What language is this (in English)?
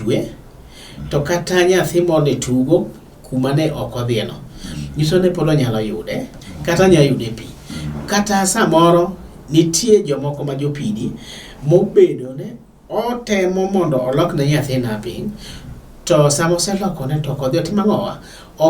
Luo (Kenya and Tanzania)